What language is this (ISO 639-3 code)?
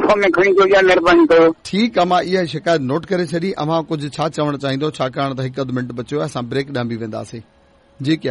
snd